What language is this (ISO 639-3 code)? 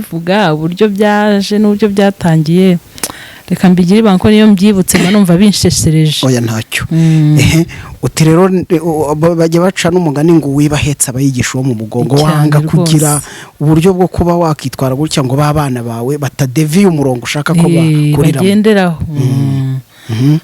kin